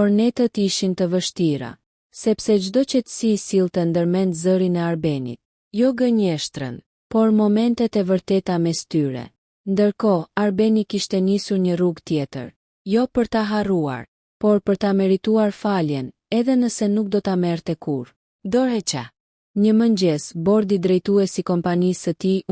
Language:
Albanian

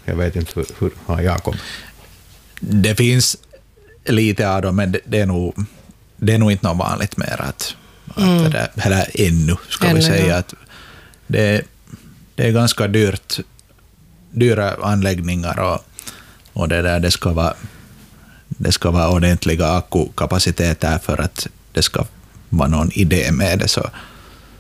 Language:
Swedish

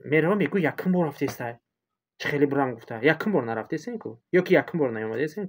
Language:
Tajik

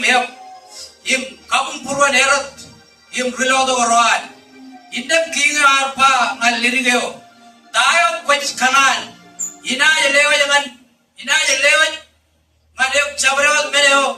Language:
Marshallese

